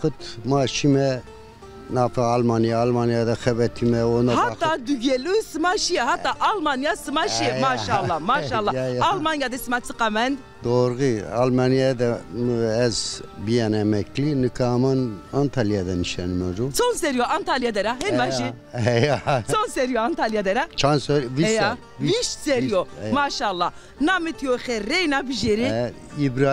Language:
Zaza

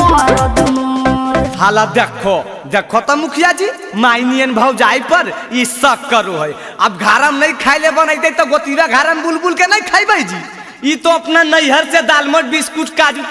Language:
Magahi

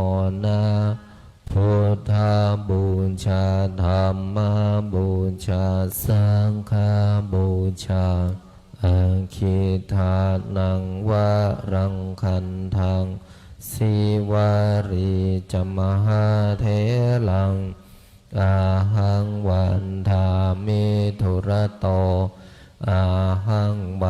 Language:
Pali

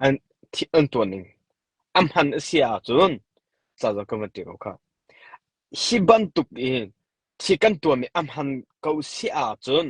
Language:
Hakha Chin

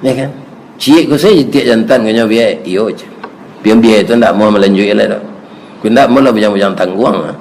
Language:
Minangkabau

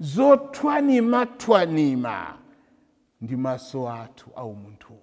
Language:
Nyanja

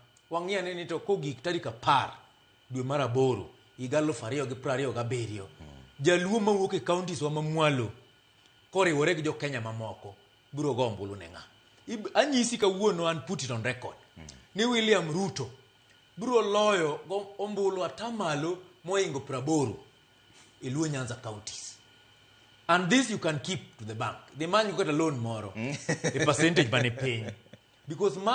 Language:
Luo (Kenya and Tanzania)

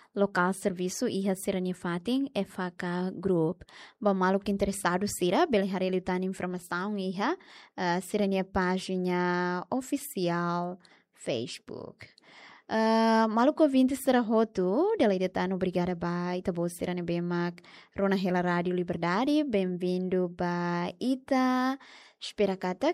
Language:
Tetum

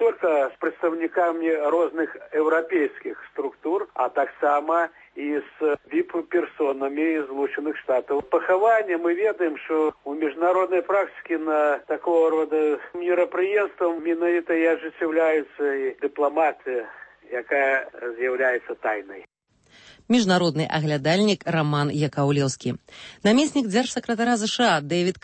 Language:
Belarusian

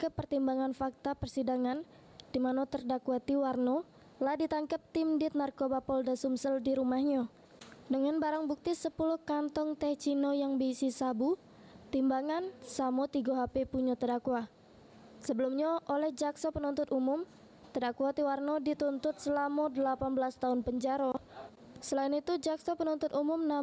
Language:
Musi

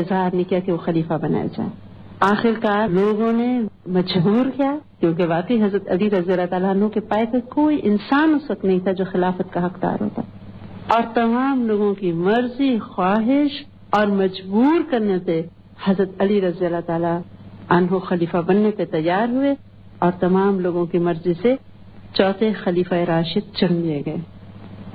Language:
Urdu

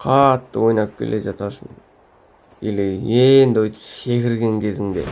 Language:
Kazakh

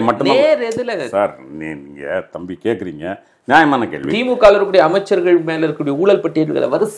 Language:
Tamil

